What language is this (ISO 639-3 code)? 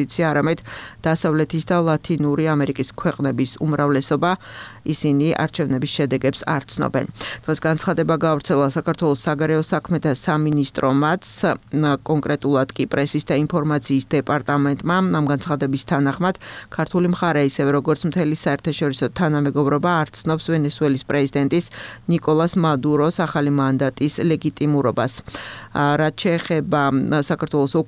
kat